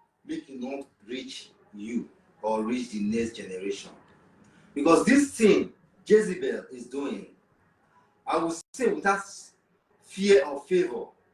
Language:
Nigerian Pidgin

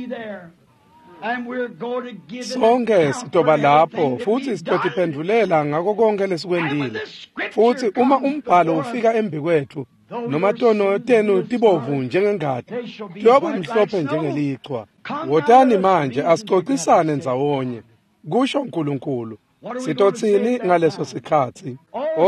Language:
Swati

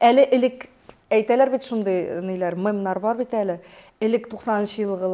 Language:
Tatar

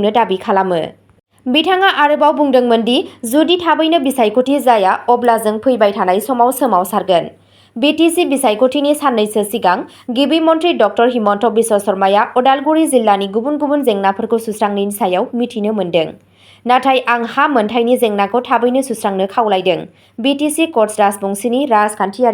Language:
Bodo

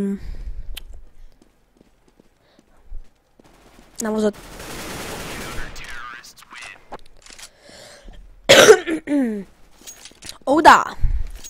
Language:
Romanian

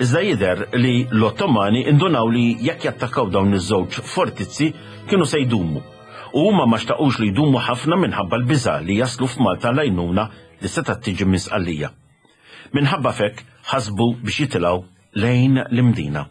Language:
Maltese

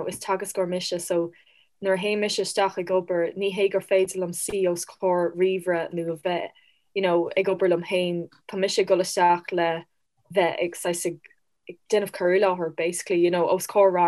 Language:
Irish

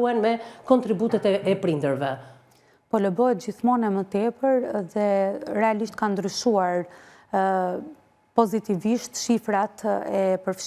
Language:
Albanian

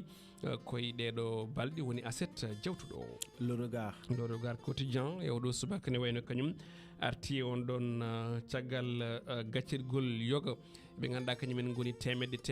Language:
Fula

